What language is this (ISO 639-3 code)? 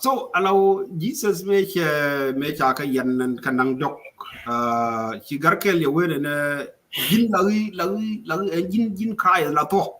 nus